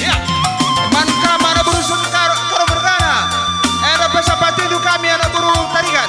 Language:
Batak Karo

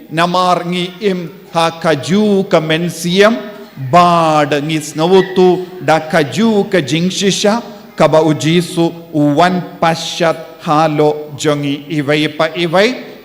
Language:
Khasi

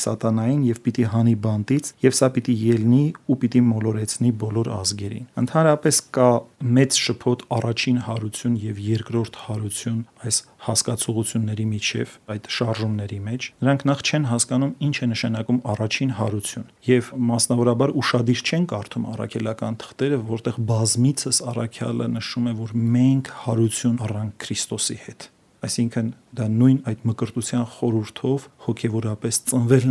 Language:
Armenian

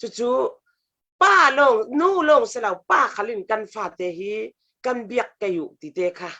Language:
Falam Chin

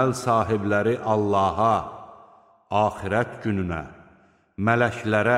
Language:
Azerbaijani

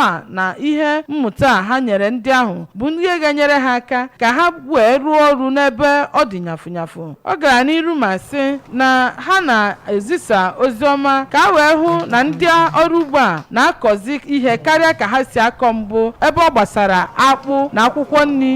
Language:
Igbo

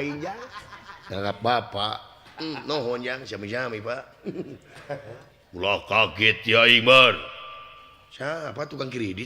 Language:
Sundanese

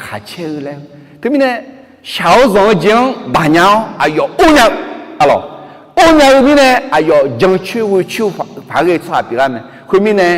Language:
Akha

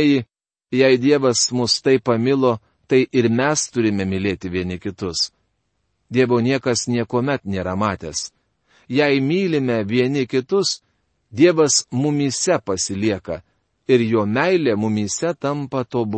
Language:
Lithuanian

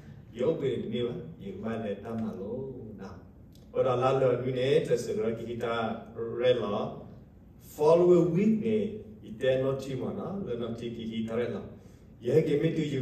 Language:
S'gaw Karen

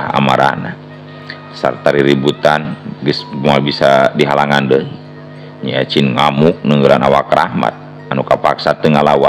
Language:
Sundanese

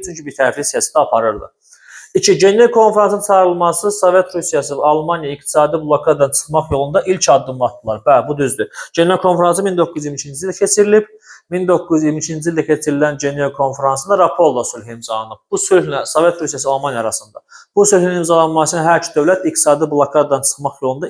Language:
Azerbaijani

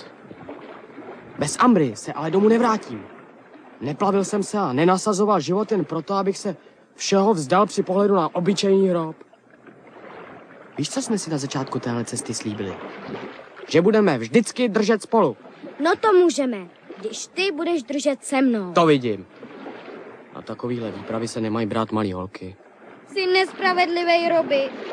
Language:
Czech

